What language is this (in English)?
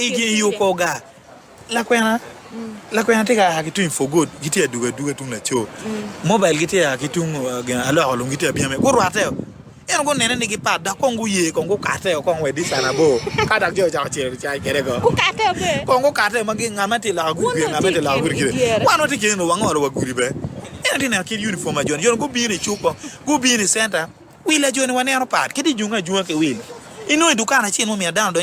Acoli